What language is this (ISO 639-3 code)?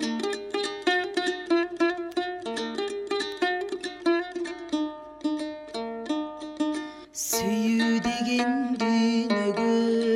kir